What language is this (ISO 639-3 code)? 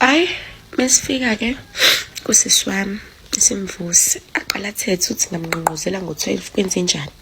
zul